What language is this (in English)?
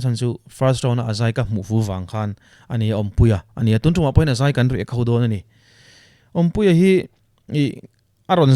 Mizo